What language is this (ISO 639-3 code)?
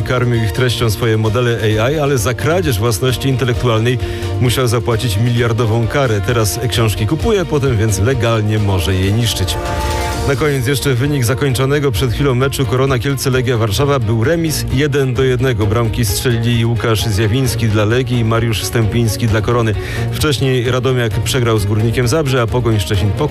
pol